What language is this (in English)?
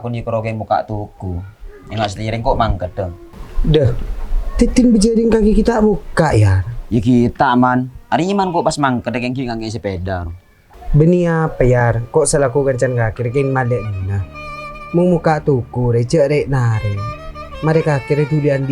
Madurese